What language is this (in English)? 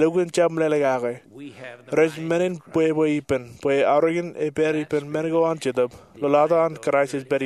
Marshallese